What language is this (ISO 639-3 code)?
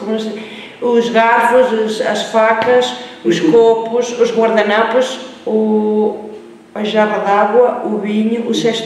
glg